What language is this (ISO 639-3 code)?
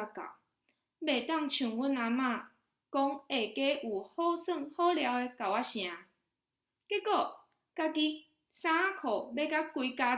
nan